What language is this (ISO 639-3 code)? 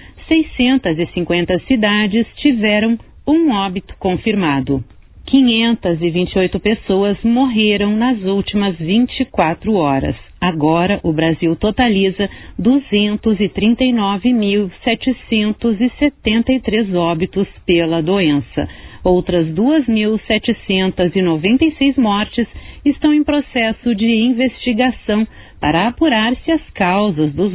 por